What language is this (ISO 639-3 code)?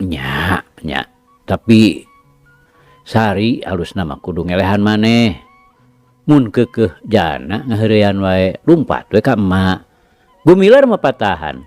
sun